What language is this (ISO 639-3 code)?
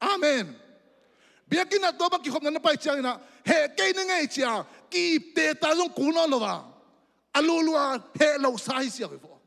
ctd